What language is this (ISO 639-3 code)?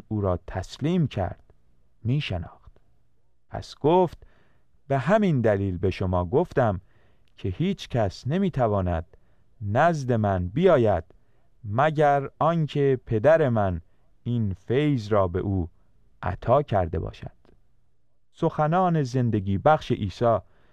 fas